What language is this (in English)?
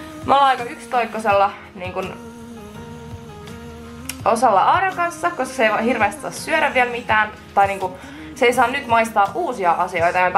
Finnish